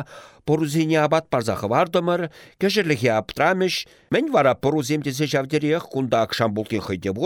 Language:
Chuvash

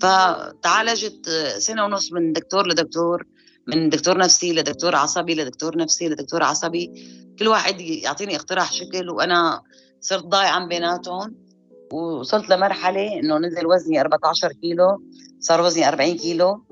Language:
North Levantine Arabic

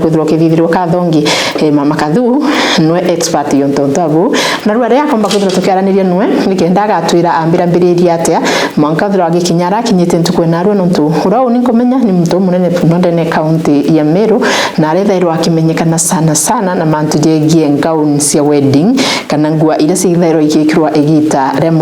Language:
Meru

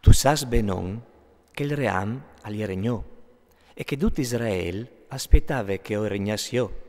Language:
Friulian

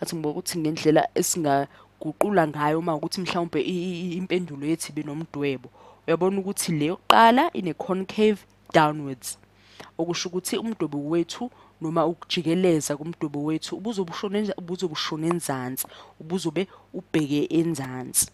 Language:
Zulu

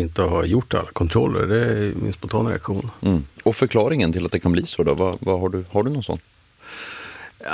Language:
Swedish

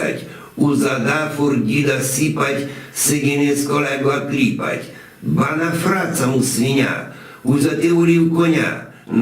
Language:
Rusyn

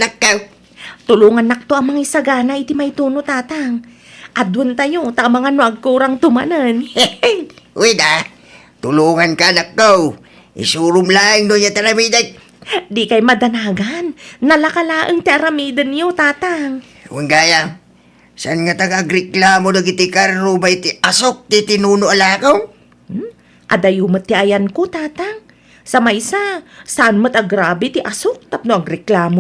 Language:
Iloko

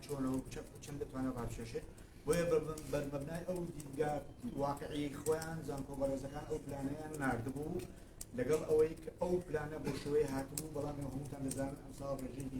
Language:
Central Kurdish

